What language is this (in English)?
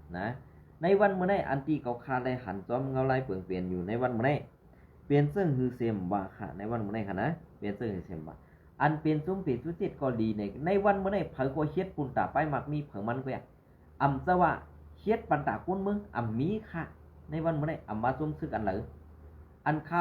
Shan